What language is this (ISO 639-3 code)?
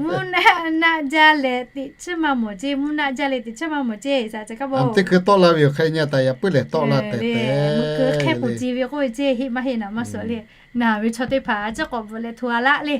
lhu